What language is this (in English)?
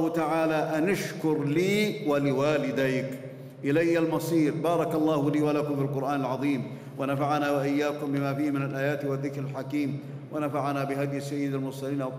Arabic